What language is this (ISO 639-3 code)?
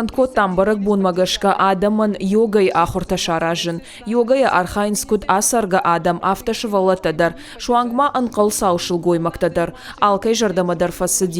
oss